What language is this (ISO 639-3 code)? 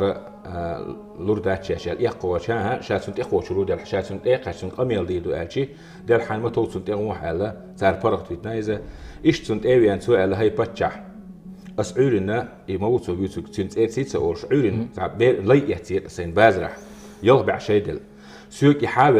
che